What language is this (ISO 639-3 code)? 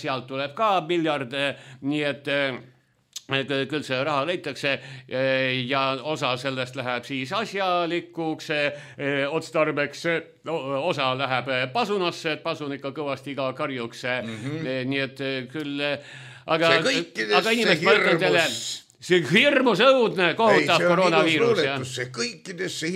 est